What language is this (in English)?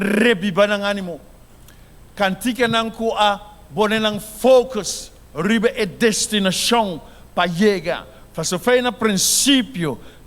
Papiamento